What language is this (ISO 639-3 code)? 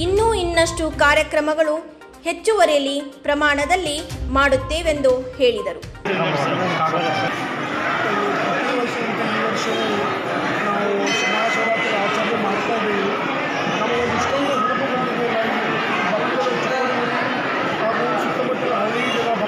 kan